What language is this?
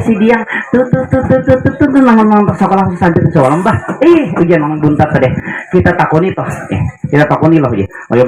Banjar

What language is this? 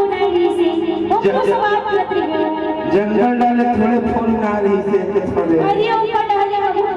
Chhattisgarhi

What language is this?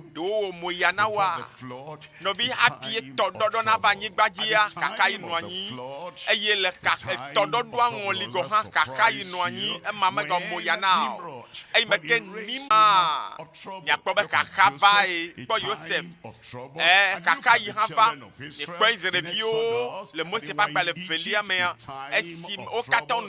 Ewe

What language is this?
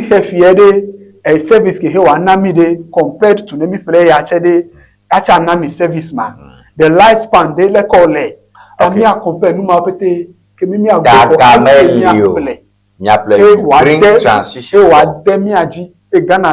Ewe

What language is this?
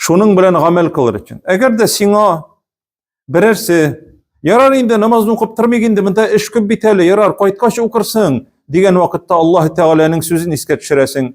Tatar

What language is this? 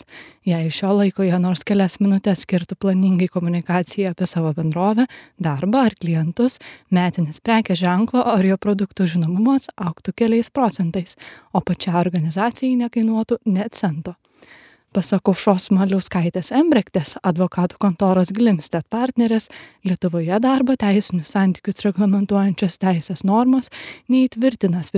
Lithuanian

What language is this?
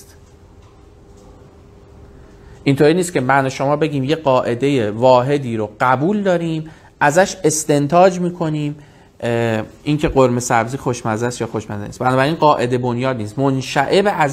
Persian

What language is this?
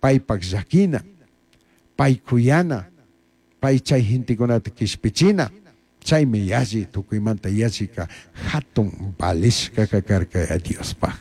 Chimborazo Highland Quichua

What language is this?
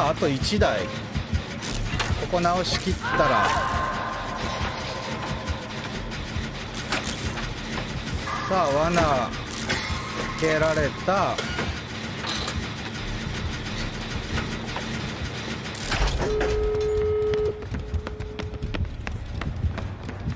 Japanese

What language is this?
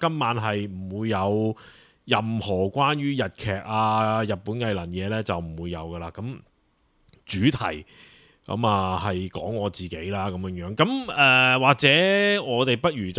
Cantonese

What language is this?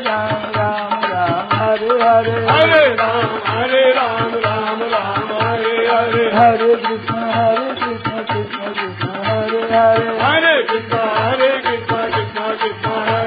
Hindi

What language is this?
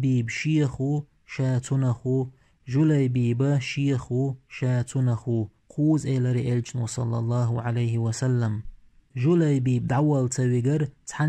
Chechen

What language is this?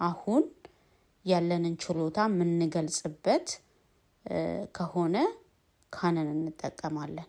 Amharic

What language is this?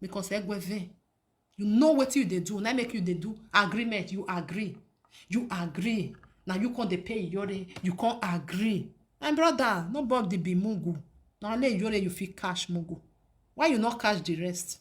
Nigerian Pidgin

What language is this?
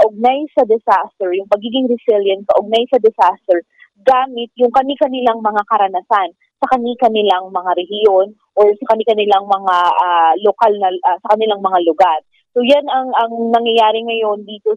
Filipino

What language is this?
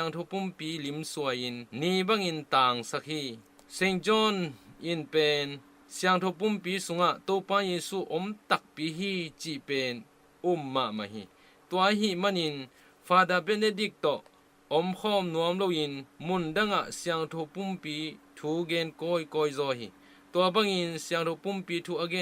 Tedim Chin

